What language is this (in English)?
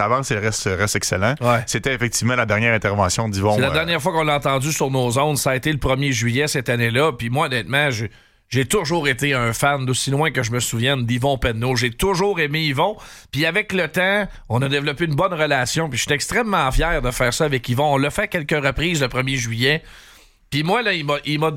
French